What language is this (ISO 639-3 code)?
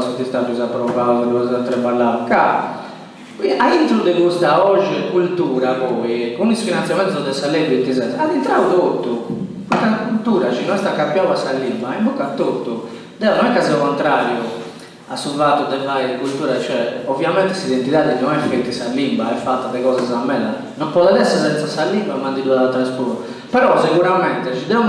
srd